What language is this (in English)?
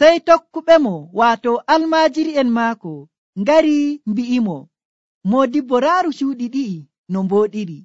Nigerian Fulfulde